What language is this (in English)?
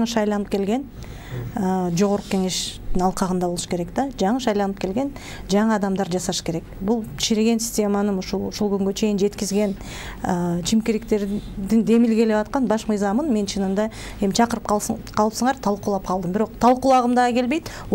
Kyrgyz